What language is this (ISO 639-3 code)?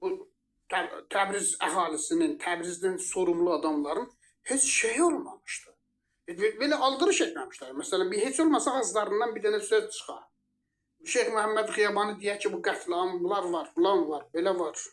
aze